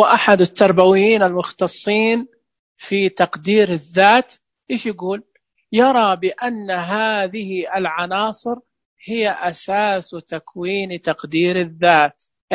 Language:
Najdi Arabic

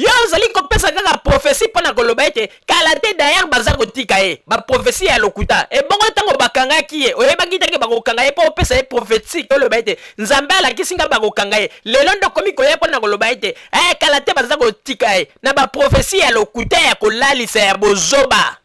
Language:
Lingala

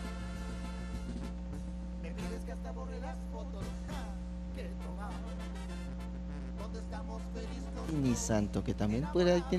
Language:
Spanish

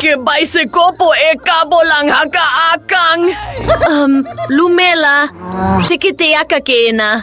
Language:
Southern Sotho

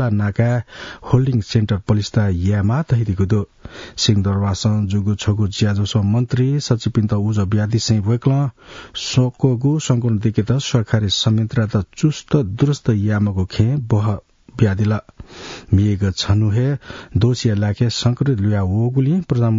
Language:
Newari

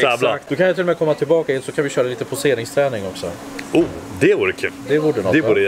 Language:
Swedish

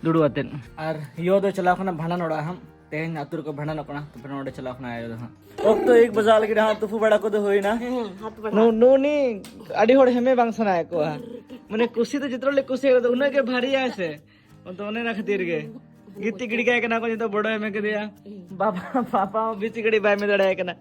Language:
Santali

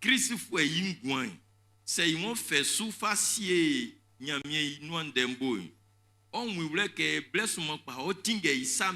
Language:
Baoulé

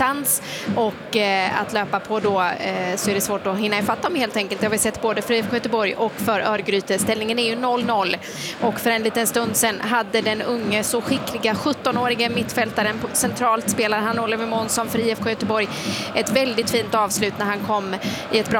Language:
Swedish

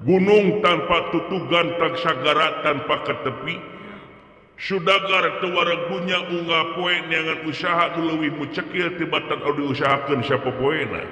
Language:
Sundanese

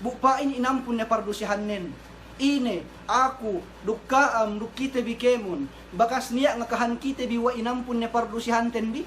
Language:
Yakan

